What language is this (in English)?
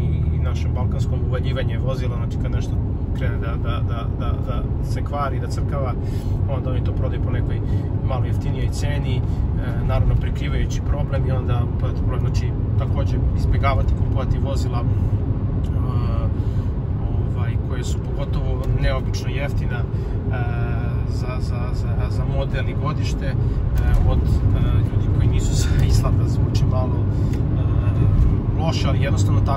Serbian